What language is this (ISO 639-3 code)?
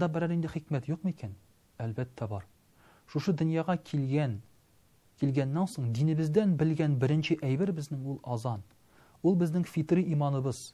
tat